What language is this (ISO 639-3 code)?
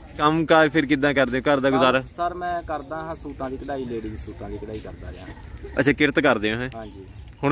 pan